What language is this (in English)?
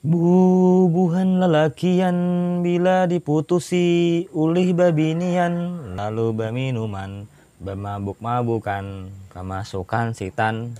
Banjar